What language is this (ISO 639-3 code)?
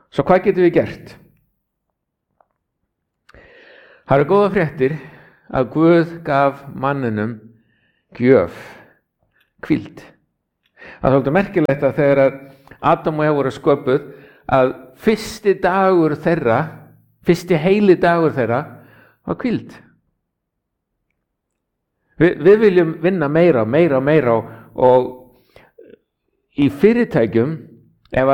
isl